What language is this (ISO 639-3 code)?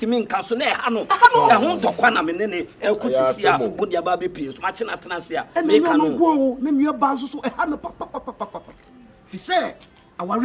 aka